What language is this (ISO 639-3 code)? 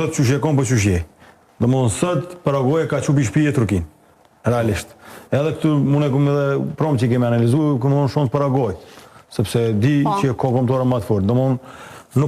sqi